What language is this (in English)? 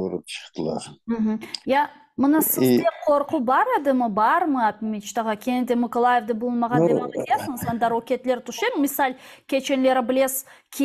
Crimean Tatar